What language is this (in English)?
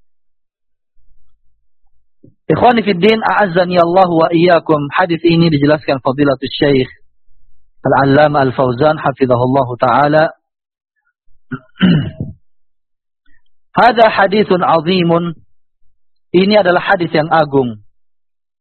Indonesian